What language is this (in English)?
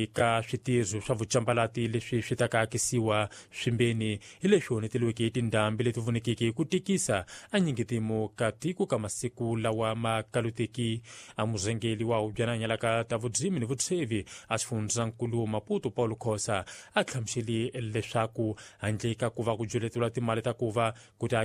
Tsonga